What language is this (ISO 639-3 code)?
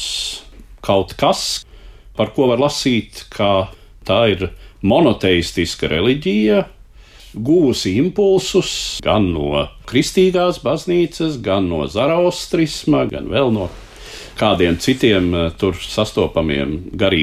lav